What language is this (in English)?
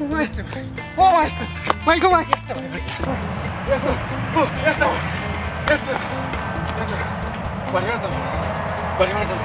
Sylheti